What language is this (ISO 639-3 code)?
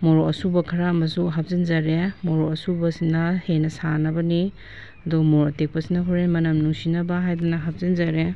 mni